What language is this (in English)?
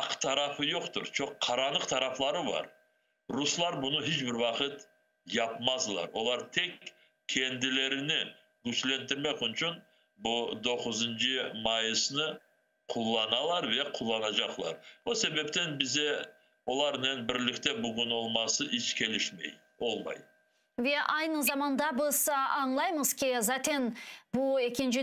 Crimean Tatar